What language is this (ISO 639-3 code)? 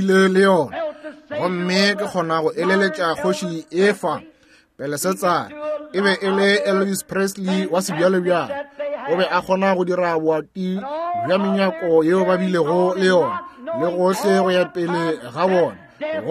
nso